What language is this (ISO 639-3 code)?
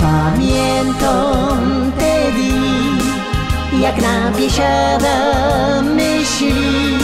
szl